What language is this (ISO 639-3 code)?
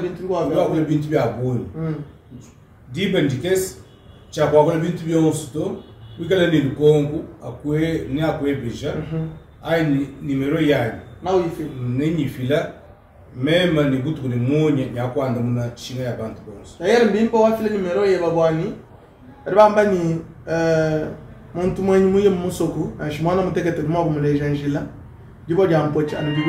lua